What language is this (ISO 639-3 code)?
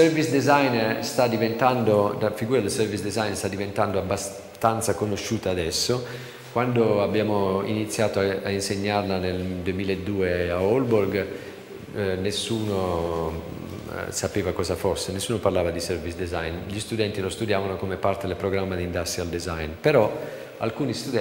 ita